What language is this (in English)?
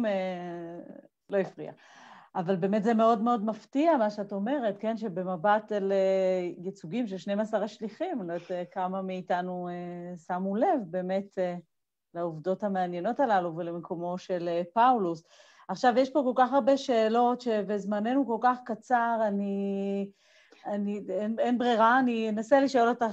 Hebrew